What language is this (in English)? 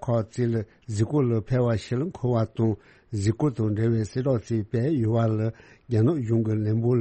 Tibetan